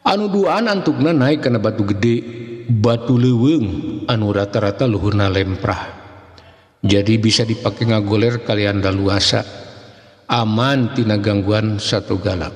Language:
Sundanese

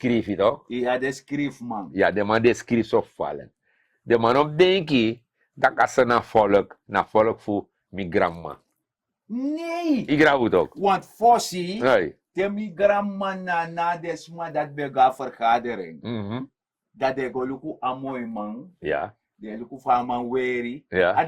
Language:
Sranan Tongo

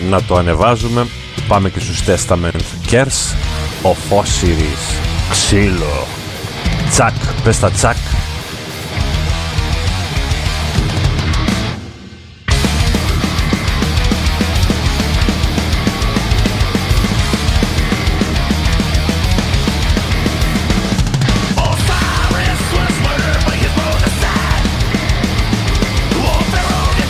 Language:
Greek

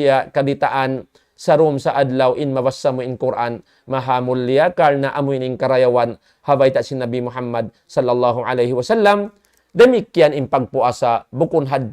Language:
Tausug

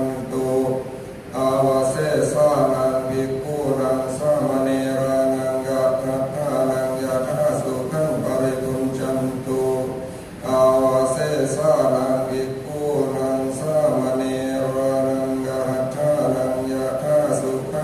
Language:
Pali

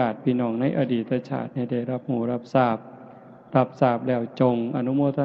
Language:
Lao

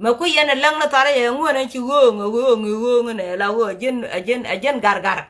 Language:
Nuer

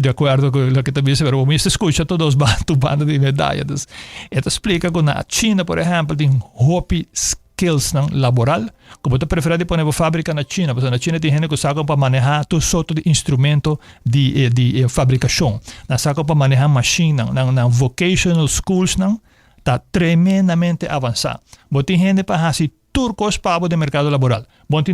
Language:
Papiamento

